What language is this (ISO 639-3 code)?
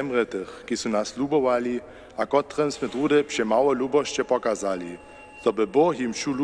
hsb